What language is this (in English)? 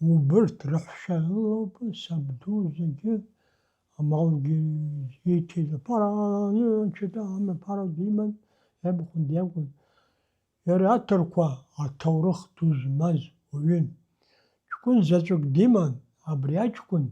Abkhazian